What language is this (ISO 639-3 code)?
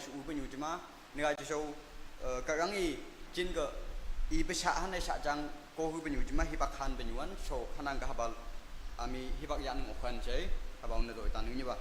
nag